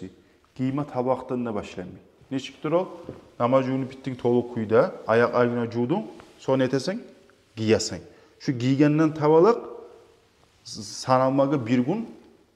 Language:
Kumyk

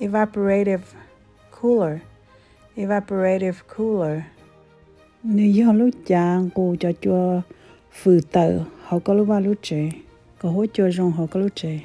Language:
Hmong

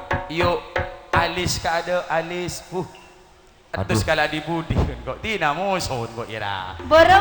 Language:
Madurese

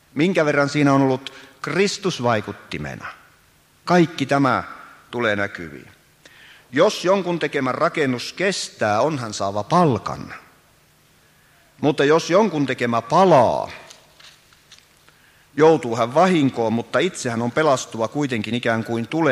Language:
Finnish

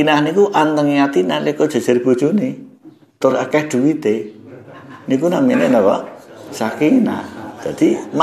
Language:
Javanese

